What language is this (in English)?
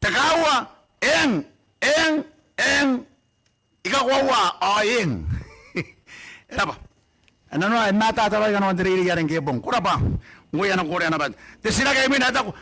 Gilbertese